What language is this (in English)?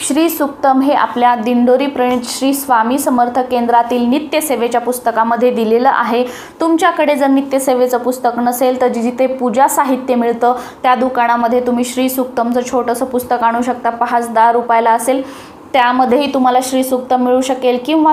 Marathi